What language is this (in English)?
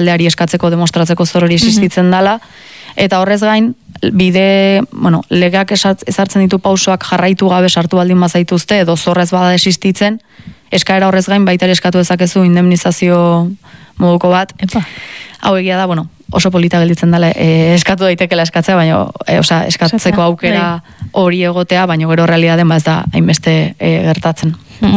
Basque